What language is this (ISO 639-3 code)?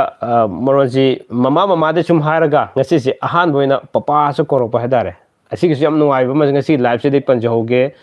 mni